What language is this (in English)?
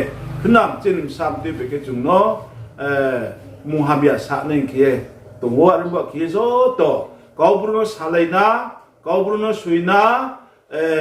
Riang (India)